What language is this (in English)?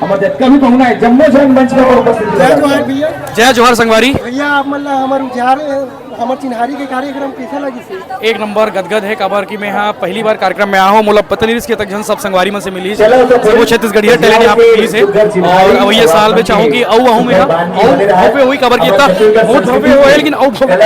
Chhattisgarhi